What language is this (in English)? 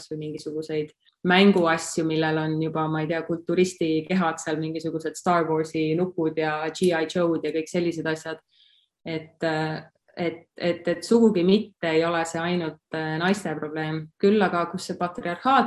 Estonian